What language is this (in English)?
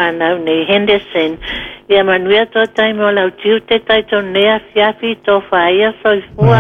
Samoan